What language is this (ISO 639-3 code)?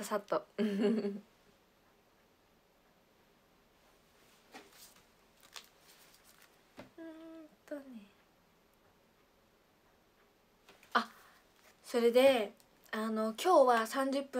jpn